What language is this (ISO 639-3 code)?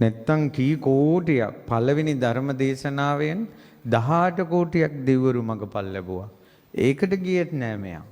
sin